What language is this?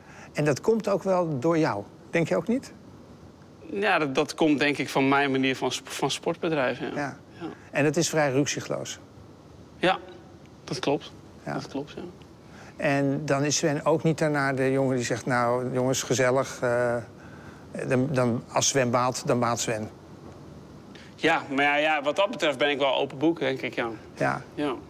Dutch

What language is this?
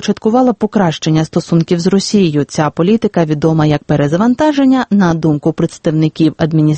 Ukrainian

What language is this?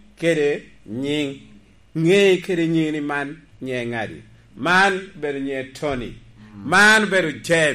Lango (Uganda)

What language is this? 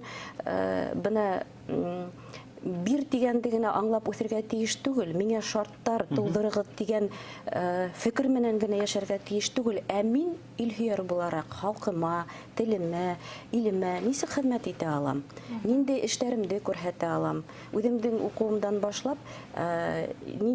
Bashkir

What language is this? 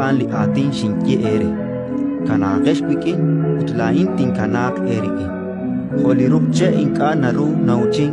Kekchí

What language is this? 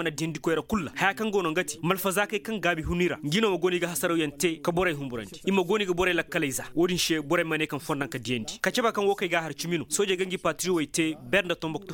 Zarma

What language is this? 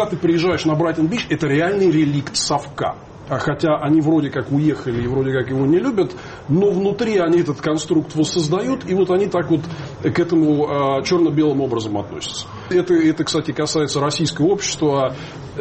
Russian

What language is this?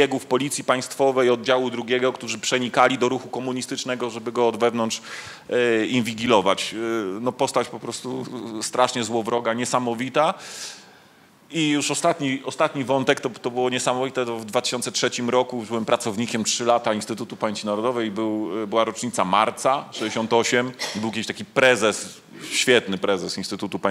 Polish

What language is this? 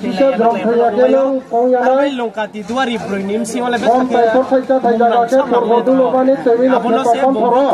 Riang (India)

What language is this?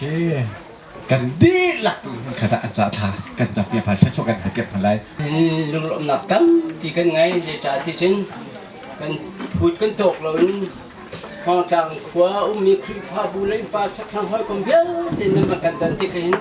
Hakha Chin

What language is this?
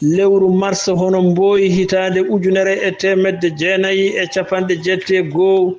Fula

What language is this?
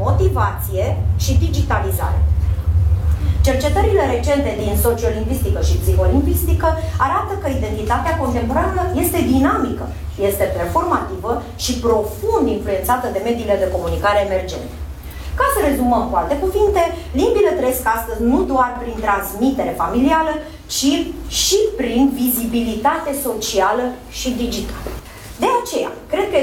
Romanian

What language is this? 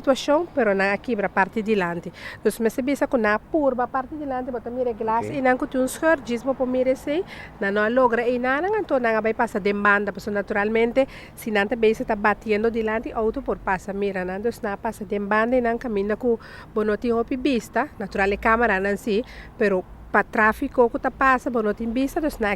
Papiamento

